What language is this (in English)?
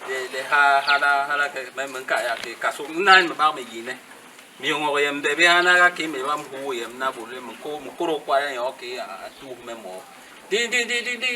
Basaa